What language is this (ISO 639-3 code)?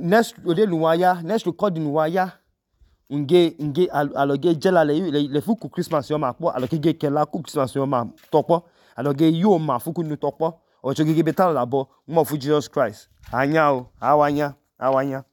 idu